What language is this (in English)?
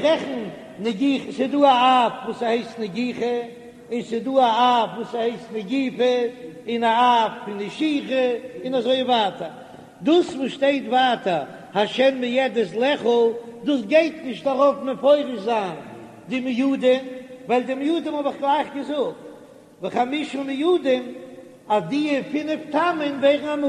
Yiddish